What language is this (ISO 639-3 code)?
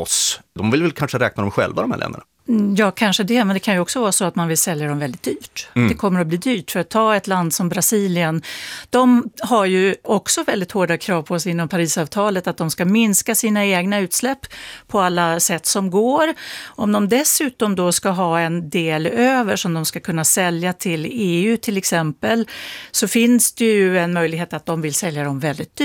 swe